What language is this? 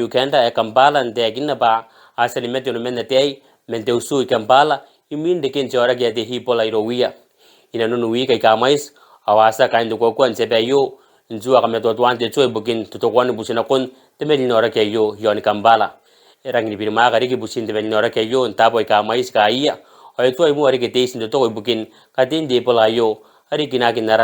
Gilbertese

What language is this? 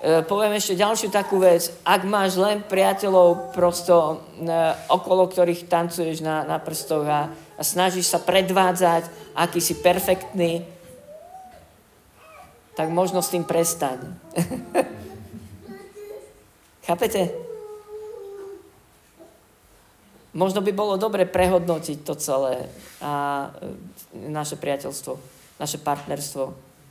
Slovak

